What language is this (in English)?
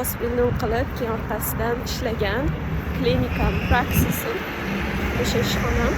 Uzbek